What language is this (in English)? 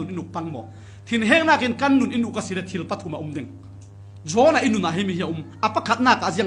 Falam Chin